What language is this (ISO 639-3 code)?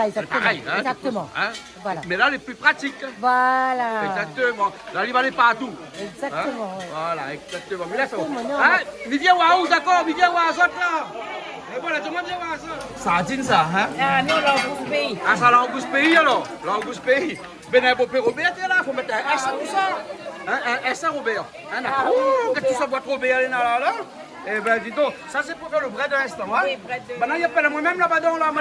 rcf